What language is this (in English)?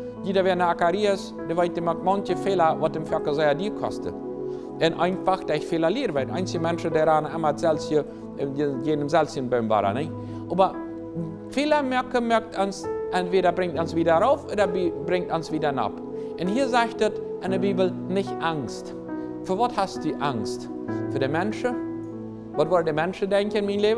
Plautdietsch